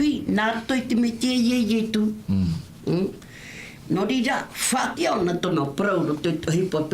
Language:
Tahitian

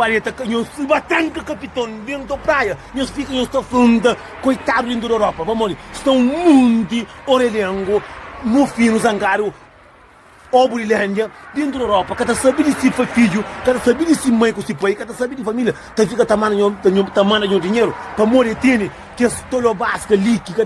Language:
Kabuverdianu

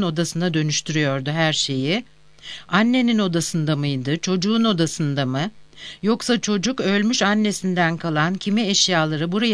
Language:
Turkish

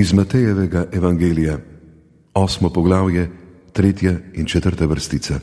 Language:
Slovenian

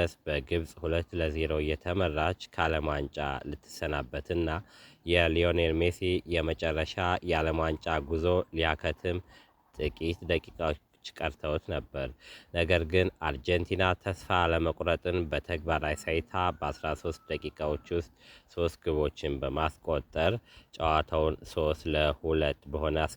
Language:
Amharic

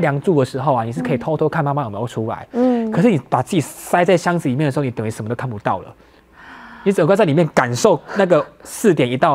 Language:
Chinese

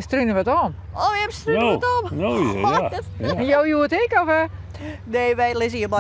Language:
Western Frisian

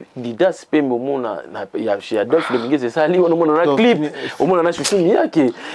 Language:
Lingala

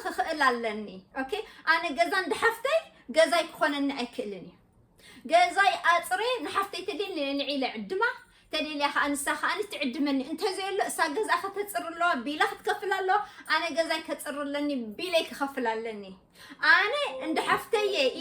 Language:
Tigrinya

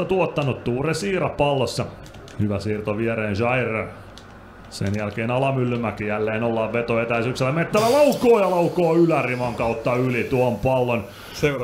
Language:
Finnish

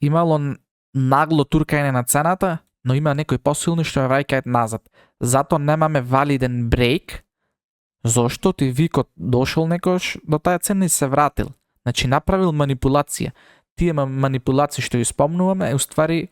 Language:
Macedonian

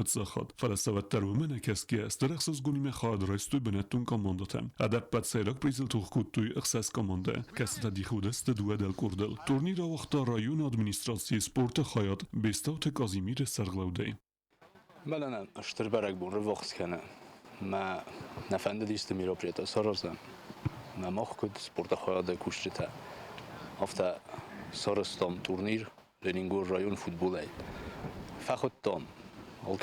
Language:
Ossetic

